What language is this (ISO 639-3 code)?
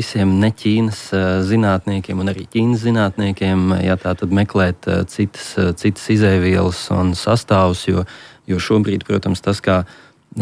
lav